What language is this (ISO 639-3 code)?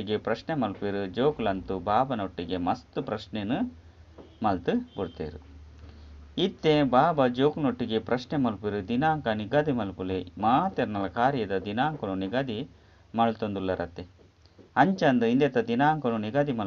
tcy